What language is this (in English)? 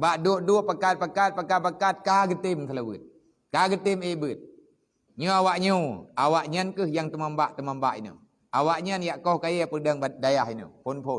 Achinese